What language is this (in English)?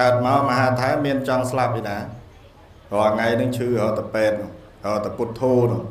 Khmer